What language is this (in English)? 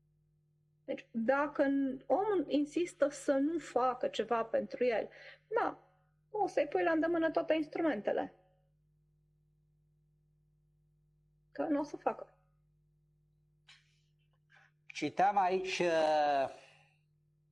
Romanian